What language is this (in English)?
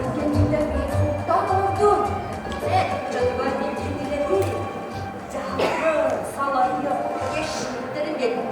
Yakut